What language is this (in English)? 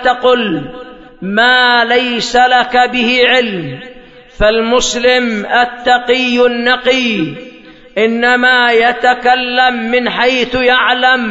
Arabic